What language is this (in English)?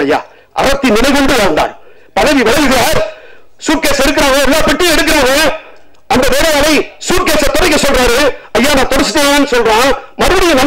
Tamil